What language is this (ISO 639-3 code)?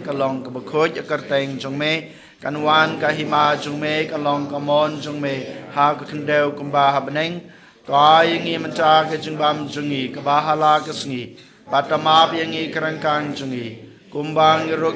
kha